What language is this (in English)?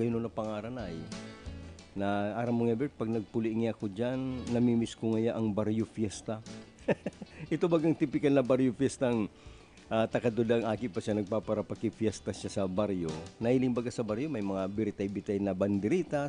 Bikol